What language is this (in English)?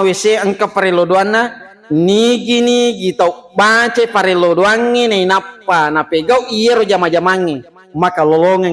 Buginese